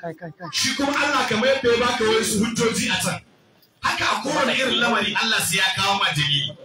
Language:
Hausa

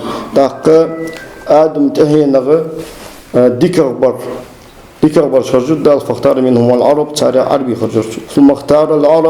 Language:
Ingush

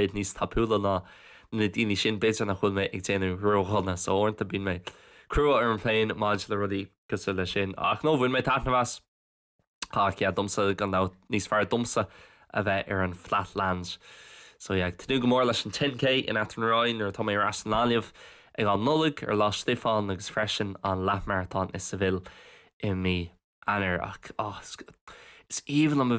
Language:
Irish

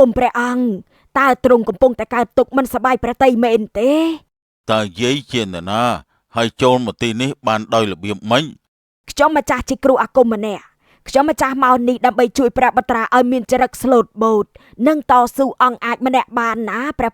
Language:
Khmer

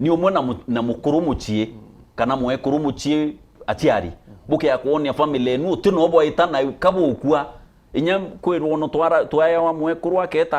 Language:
Meru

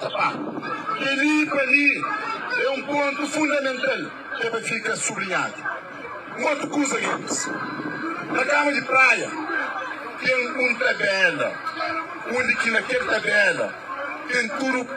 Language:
Kabuverdianu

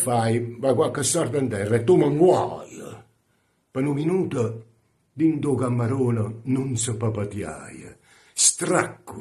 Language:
Neapolitan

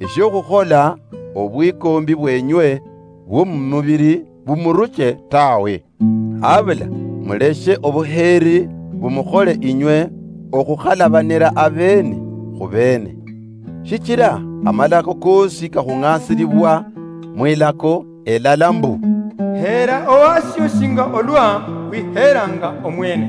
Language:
Luyia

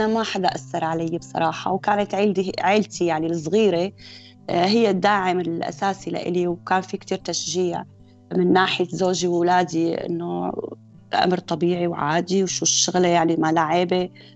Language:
North Levantine Arabic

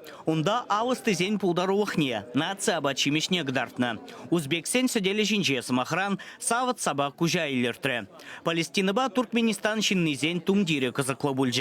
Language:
Chuvash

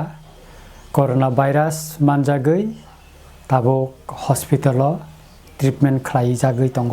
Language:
Kok Borok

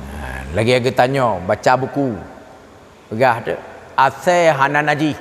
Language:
Achinese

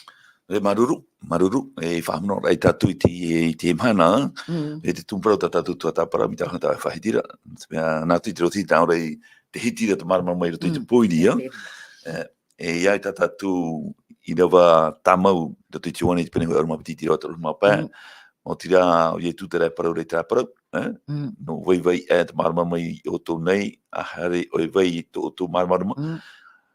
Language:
Tahitian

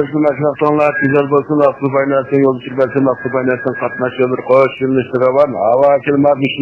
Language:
Uyghur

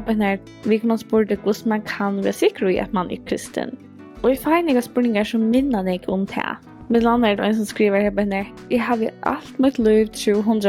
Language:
Faroese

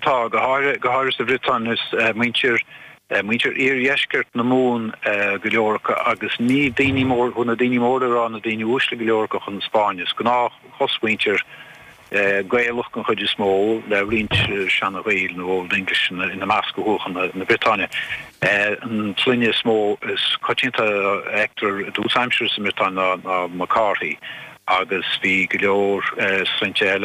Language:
Irish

